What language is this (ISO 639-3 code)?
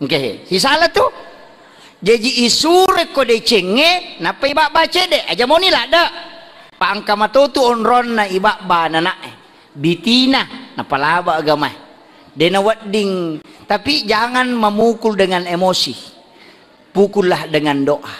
bug